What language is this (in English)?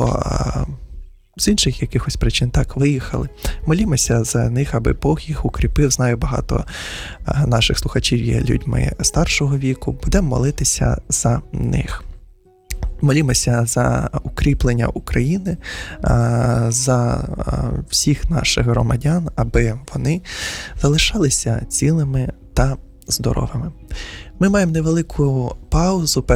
Ukrainian